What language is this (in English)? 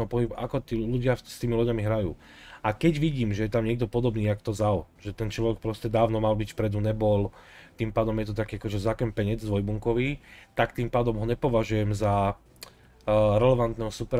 Slovak